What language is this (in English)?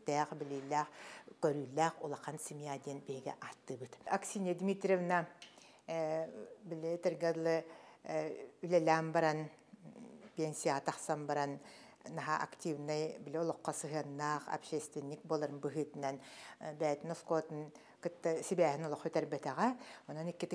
Yakut